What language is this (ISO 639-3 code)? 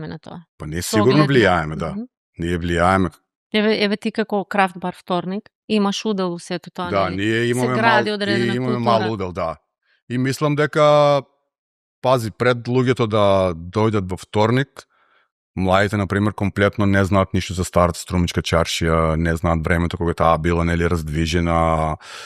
mkd